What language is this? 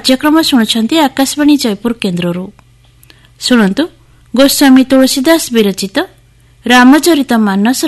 Odia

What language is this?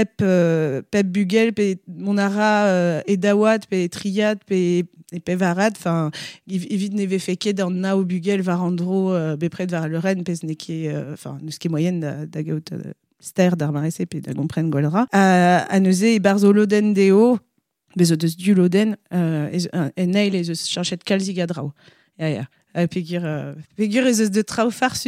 Breton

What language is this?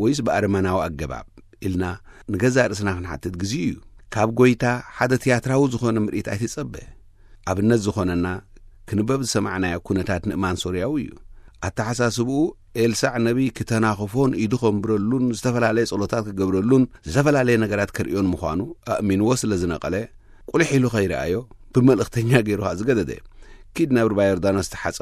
Tigrinya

